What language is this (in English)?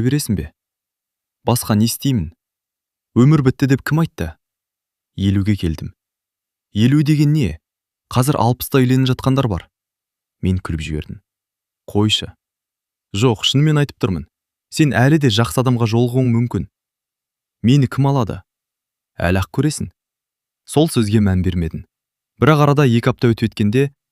Kazakh